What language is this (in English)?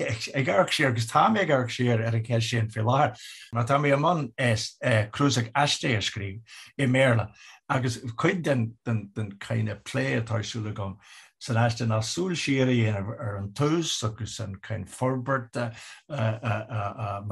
Irish